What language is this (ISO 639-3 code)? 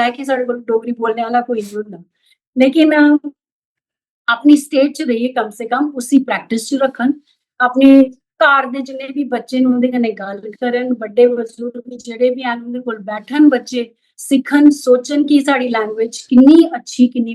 doi